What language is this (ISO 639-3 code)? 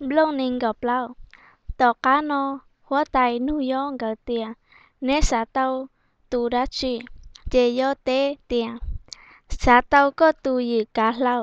hmn